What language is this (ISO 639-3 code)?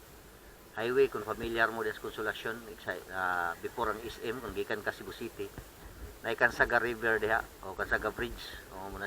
ceb